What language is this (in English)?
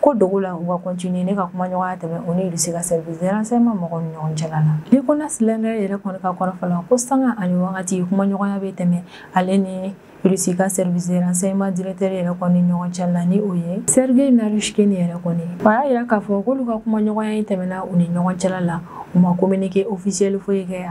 Bambara